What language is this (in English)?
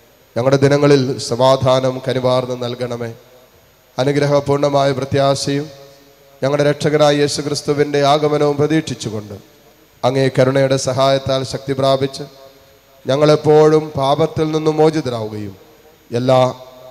Malayalam